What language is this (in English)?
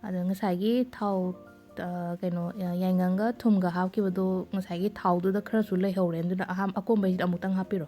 Manipuri